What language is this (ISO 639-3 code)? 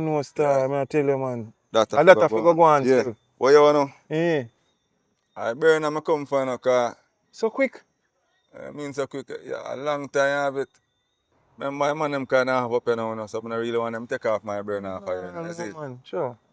jam